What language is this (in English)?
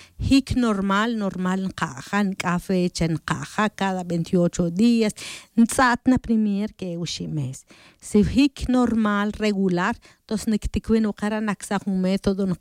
Tz'utujil